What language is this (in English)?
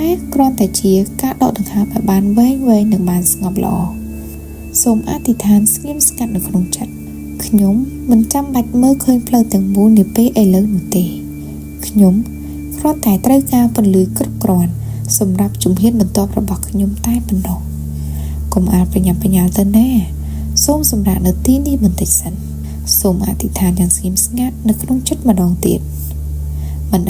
Khmer